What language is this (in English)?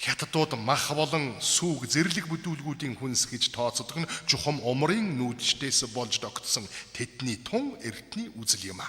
Mongolian